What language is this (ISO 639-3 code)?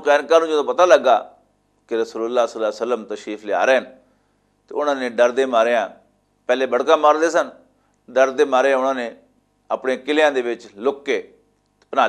lah